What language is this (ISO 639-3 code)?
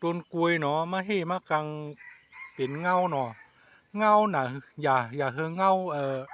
shn